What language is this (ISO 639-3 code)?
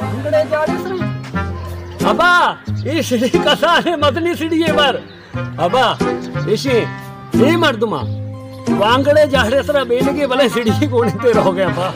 bal